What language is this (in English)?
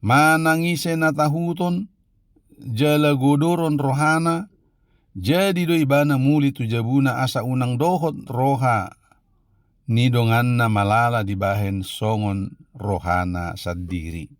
Batak Toba